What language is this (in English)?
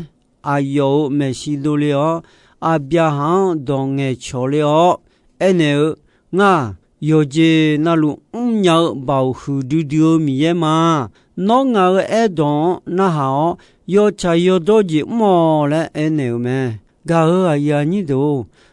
Akha